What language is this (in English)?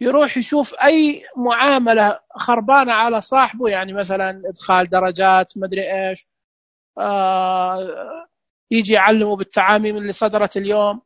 Najdi Arabic